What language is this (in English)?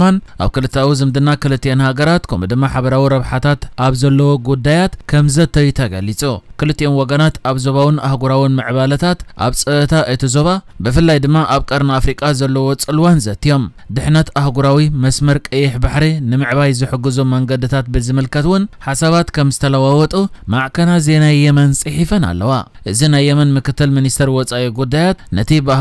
Tigrinya